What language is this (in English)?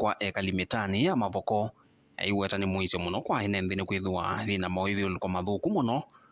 Kamba